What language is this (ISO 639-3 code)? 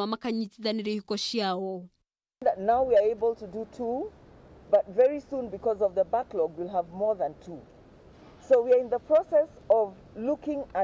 kik